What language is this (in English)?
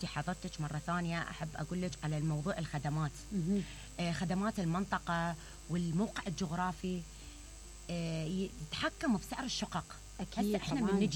Mesopotamian Arabic